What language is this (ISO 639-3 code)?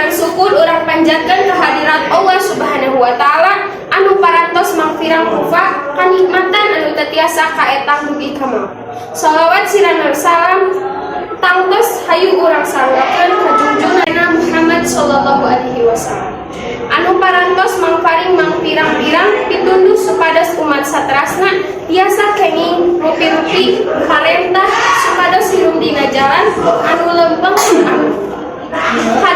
sun